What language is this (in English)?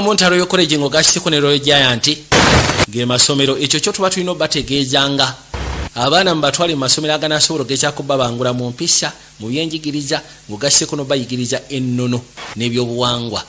Ganda